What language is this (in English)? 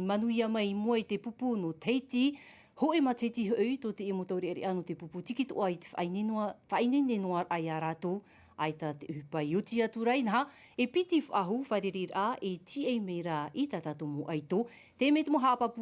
Tahitian